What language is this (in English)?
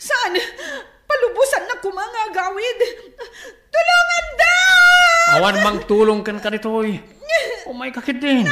Iloko